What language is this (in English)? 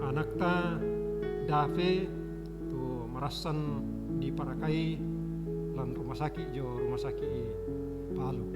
Toraja-Sa'dan